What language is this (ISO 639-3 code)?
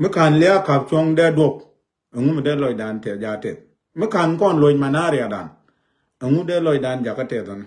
nus